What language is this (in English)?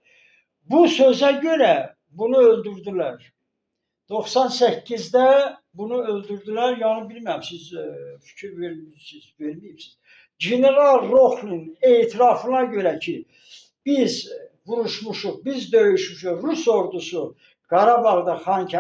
Azerbaijani